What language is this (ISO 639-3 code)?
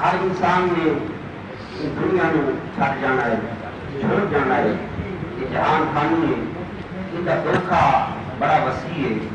skr